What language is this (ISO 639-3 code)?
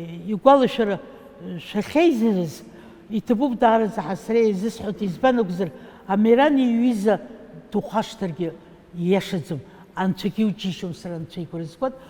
abk